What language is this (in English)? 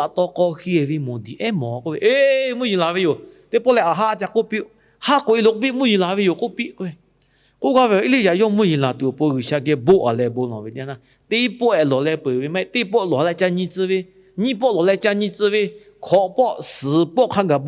Lahu